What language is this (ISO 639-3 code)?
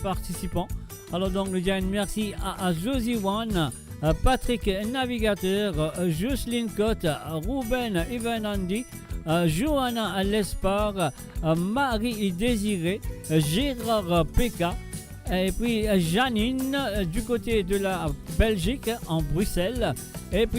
mfe